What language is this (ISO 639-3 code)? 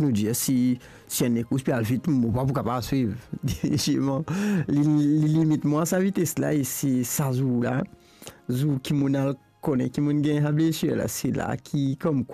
mfe